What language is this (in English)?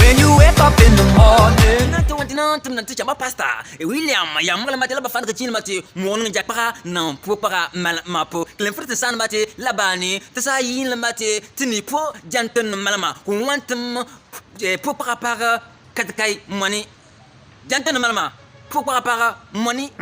Bimoba